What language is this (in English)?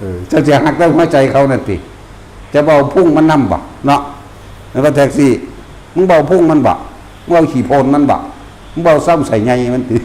Northeastern Thai